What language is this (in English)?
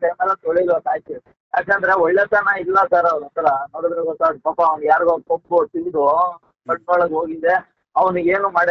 Kannada